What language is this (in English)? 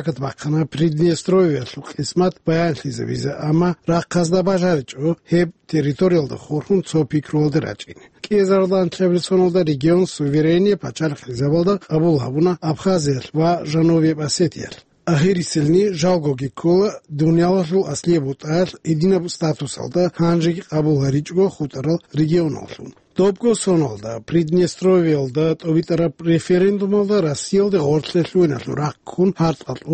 Avaric